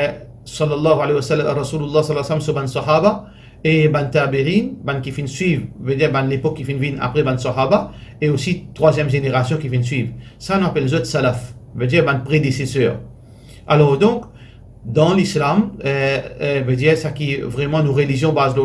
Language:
Morisyen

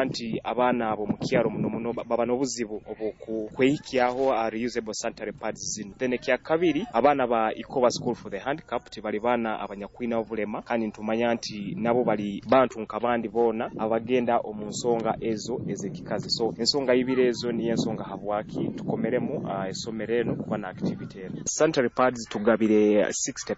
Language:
Nyoro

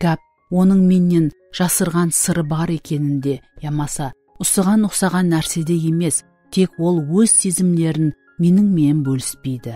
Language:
Kara-Kalpak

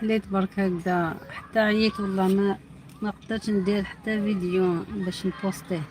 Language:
Algerian Arabic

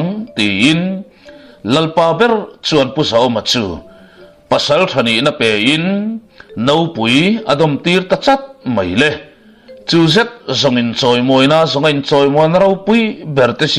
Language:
Mizo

